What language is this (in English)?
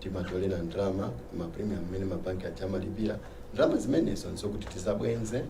Nyanja